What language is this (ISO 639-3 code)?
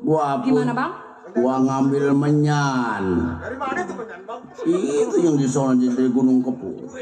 bew